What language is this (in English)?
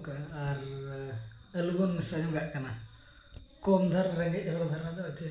Santali